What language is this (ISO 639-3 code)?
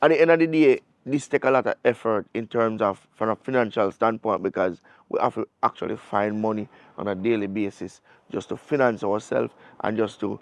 jam